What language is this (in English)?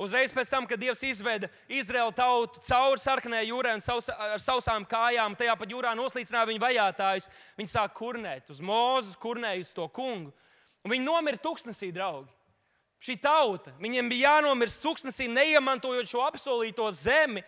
Latvian